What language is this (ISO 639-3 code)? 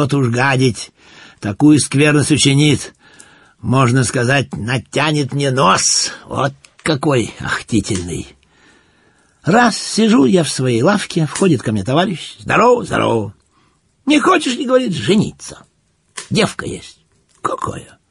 rus